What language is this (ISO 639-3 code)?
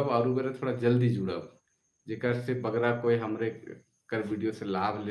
sck